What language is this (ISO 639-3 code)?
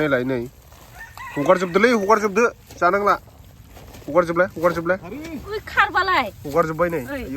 brx